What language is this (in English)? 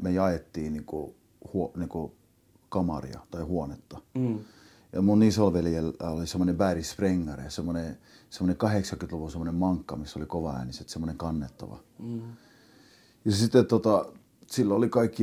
Finnish